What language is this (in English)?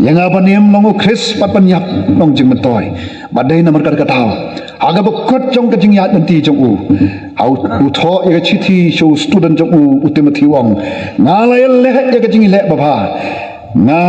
Khasi